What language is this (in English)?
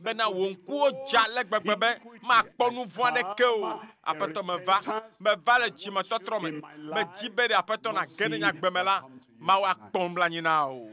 Ewe